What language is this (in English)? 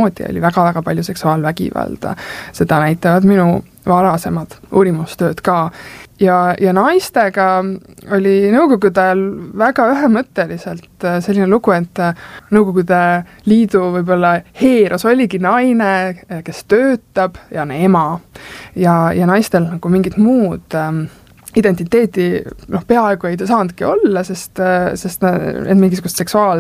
Estonian